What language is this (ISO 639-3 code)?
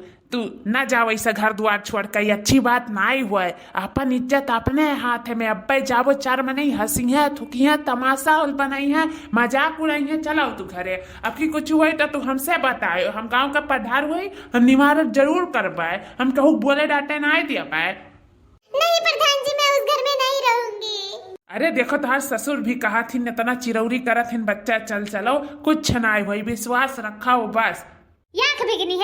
awa